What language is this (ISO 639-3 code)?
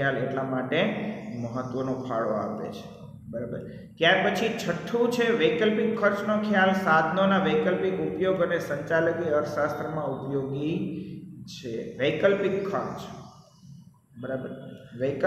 guj